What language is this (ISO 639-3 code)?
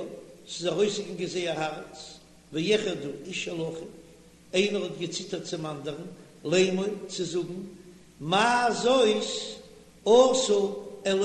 yid